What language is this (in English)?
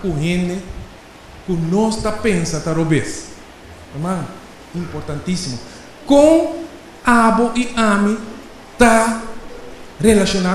Papiamento